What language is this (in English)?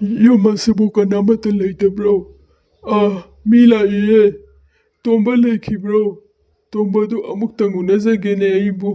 Manipuri